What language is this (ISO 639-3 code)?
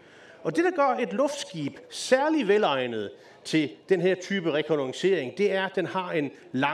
dan